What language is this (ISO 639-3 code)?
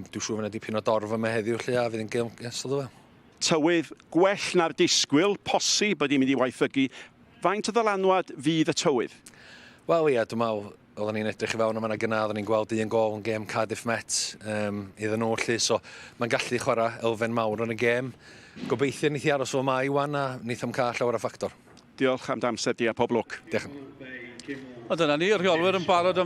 cym